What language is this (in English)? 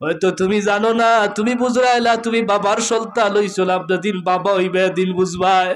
Sylheti